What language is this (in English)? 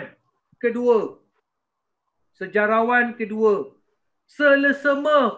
Malay